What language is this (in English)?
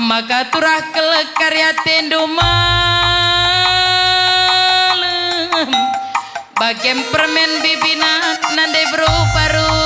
Batak Karo